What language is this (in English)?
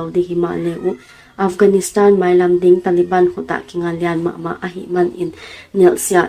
Paite Chin